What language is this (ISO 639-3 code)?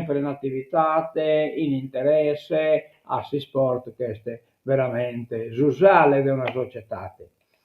srd